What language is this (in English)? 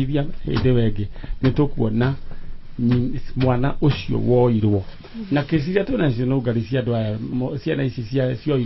Kikuyu